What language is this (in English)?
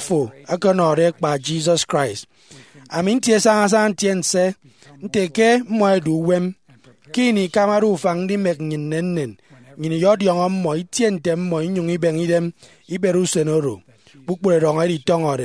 Efik